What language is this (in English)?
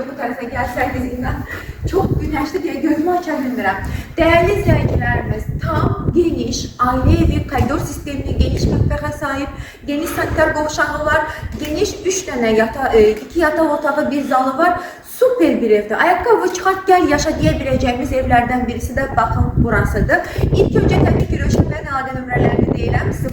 Azerbaijani